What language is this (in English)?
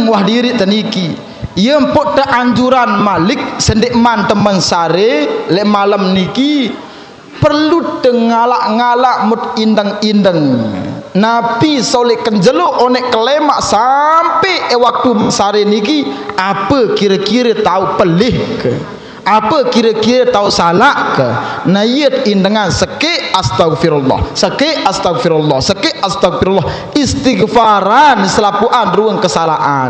Sasak